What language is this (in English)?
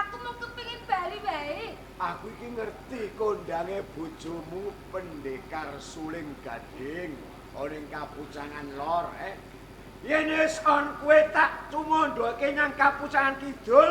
Javanese